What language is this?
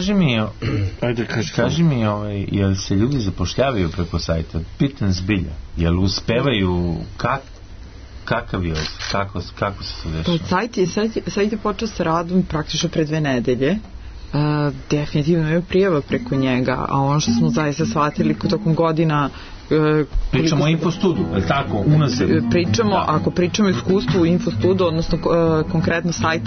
Serbian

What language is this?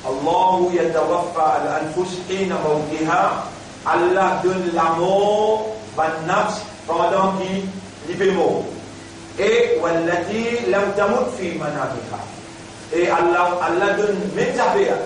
Morisyen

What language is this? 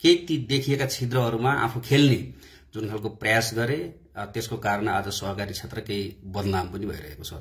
Nepali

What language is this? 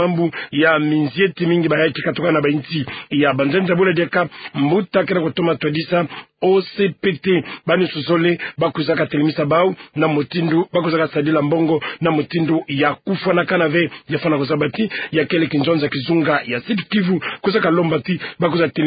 Kituba (Democratic Republic of Congo)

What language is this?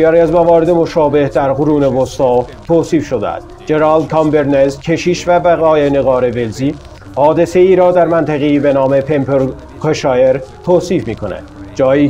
Persian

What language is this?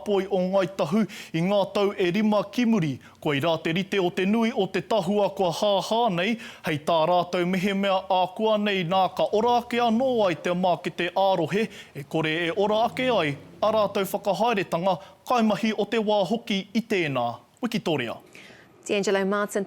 Māori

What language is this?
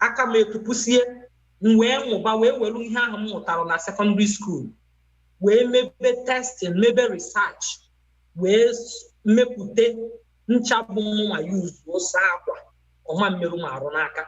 Igbo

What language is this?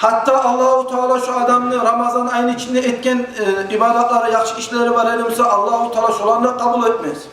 Kumyk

